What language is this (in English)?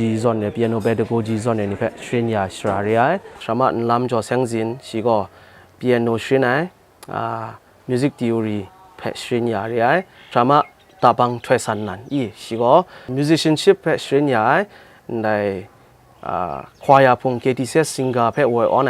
Kachin